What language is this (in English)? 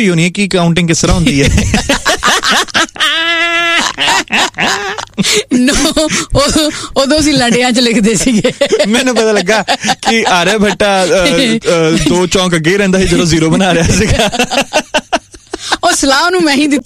Punjabi